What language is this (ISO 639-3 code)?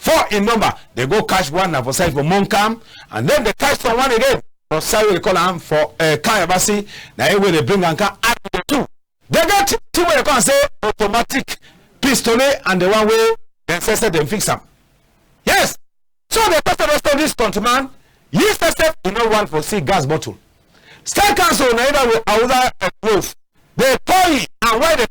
wes